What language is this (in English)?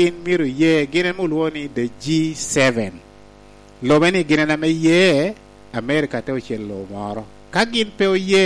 Lango (Uganda)